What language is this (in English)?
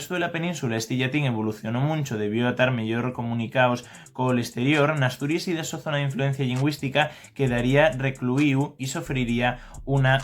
Asturian